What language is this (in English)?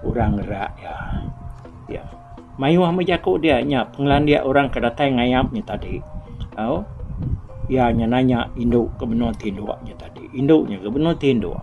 Iban